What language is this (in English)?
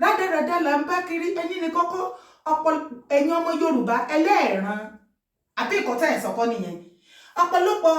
Yoruba